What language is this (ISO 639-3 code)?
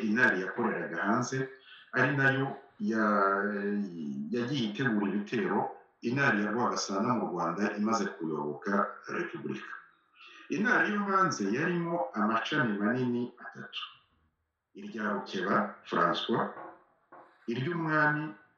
kin